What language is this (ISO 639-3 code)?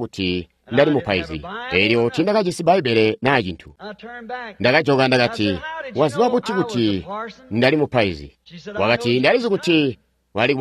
toi